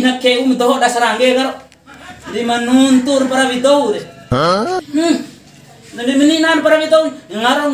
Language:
Bima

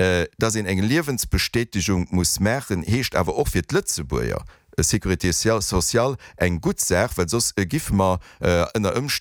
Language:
Luxembourgish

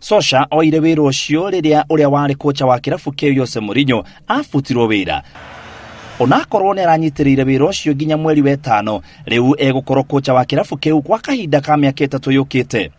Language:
Kikuyu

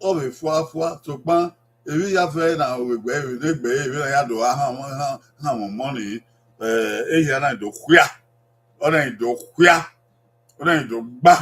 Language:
Bini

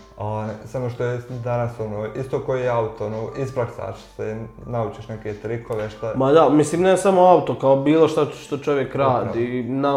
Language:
Serbian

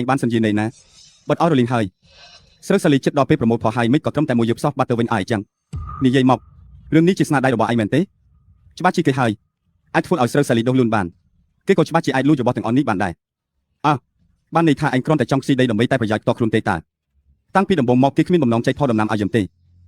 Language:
Khmer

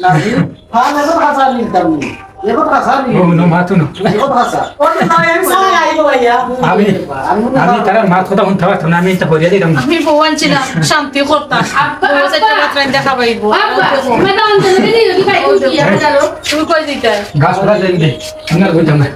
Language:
Sylheti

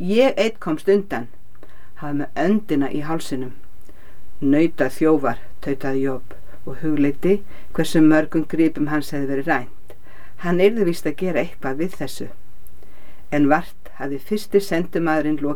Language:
Icelandic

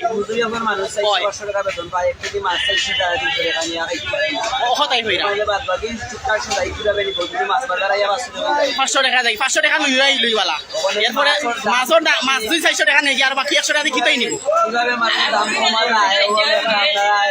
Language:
Sylheti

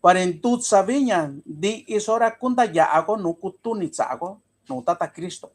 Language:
Mixtepec Mixtec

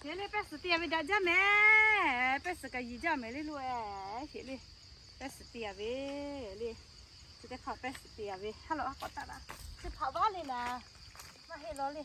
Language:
Lahu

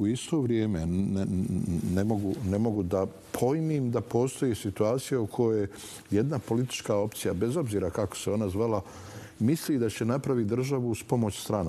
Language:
Bosnian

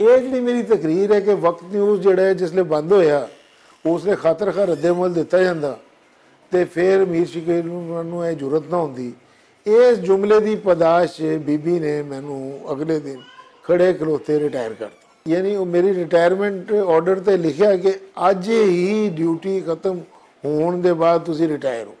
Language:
Western Panjabi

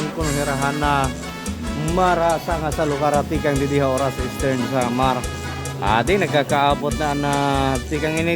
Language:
Waray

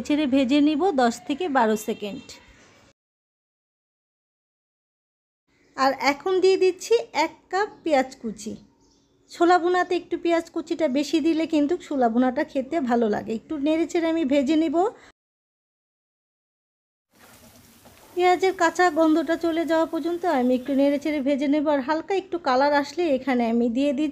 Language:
Bangla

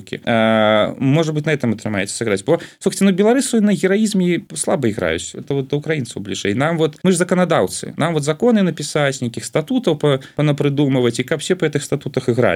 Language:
Belarusian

